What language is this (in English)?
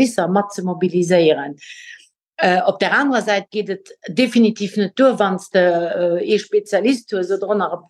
Luxembourgish